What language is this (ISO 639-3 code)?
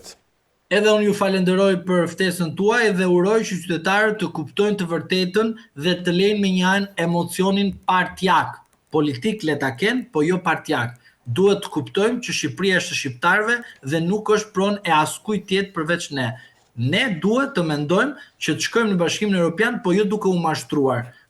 sqi